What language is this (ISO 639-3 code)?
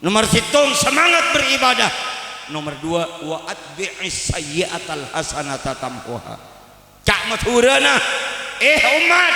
mad